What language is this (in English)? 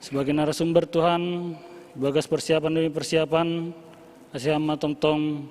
Batak Simalungun